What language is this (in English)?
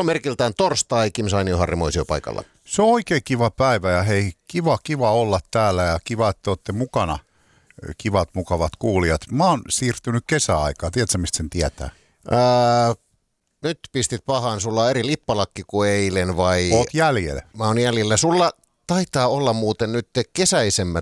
Finnish